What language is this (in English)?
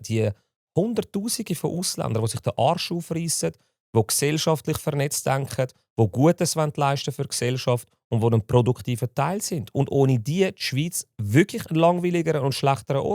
Swiss German